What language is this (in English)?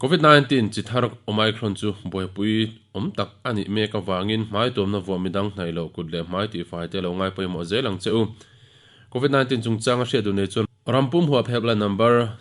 Mizo